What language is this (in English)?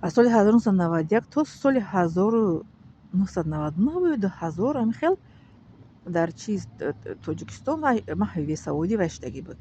Tajik